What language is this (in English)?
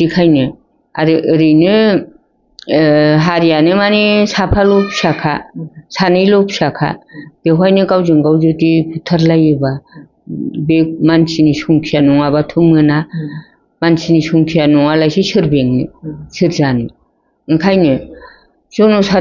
Bodo